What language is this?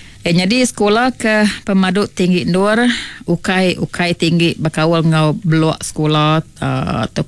Iban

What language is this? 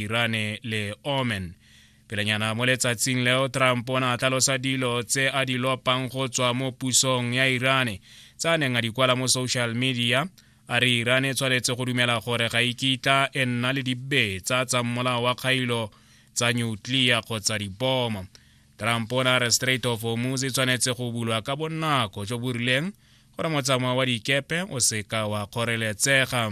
Tswana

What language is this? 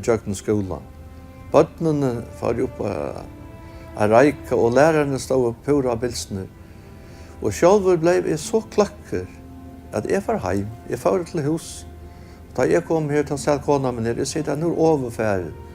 Faroese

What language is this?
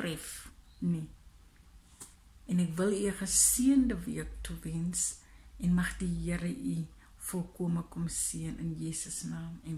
Afrikaans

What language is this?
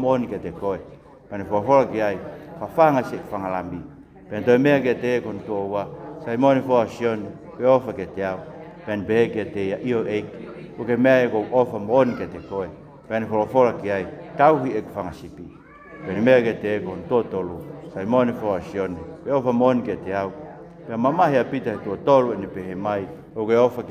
Tongan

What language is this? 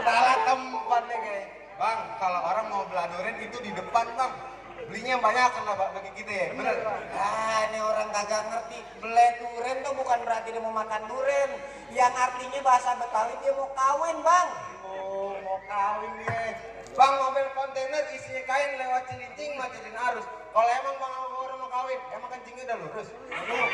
Betawi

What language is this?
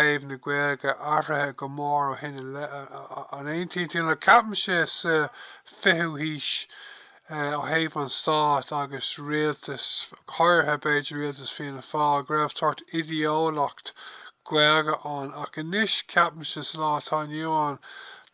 Irish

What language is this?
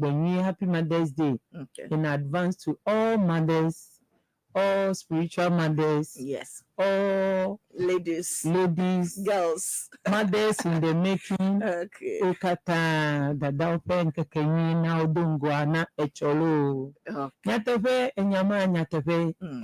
Ewe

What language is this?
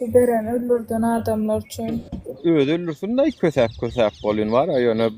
Turkmen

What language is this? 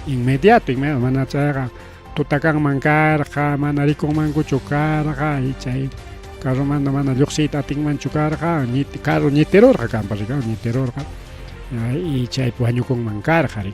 Ayacucho Quechua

